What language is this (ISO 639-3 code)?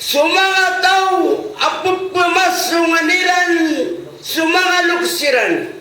mrw